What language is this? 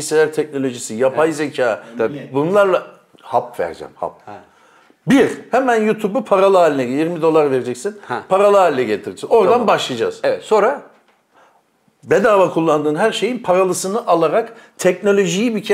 Turkish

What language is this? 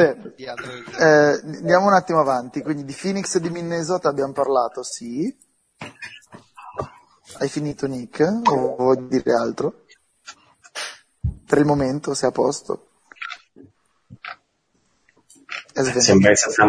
Italian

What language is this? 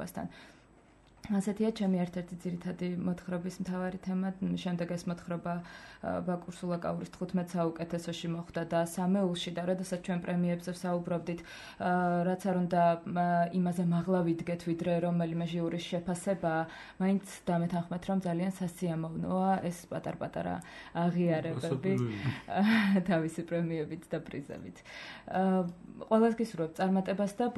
Georgian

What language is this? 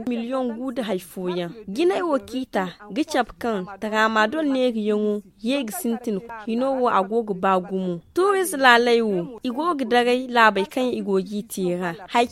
Zarma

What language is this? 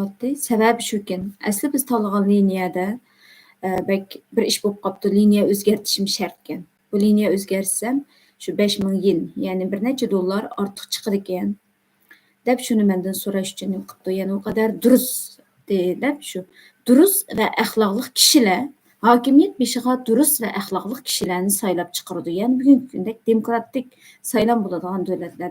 Uyghur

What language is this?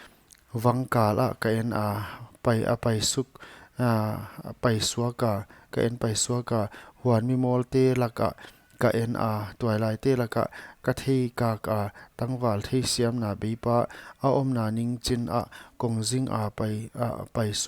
Paite Chin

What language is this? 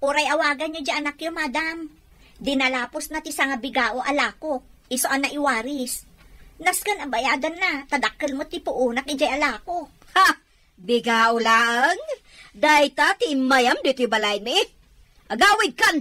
Iloko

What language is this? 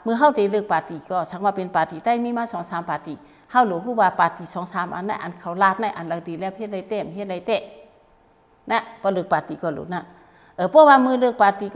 Shan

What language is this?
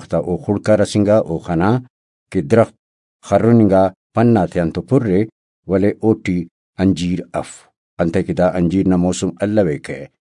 Brahui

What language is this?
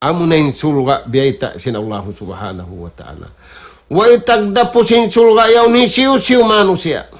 Tausug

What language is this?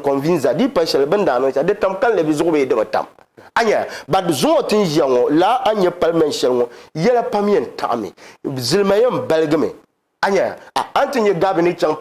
Dagbani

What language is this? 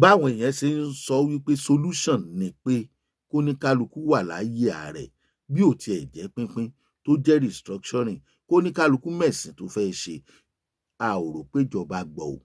Yoruba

